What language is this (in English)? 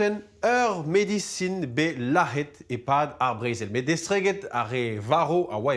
Breton